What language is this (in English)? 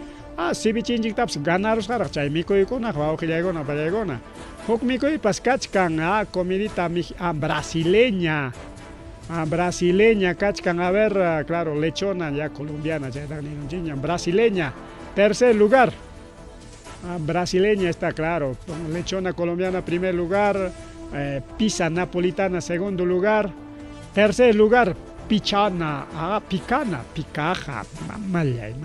Ayacucho Quechua